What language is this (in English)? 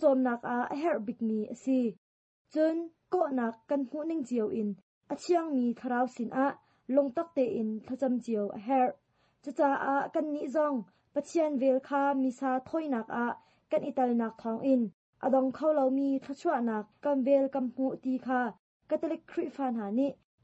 Hakha Chin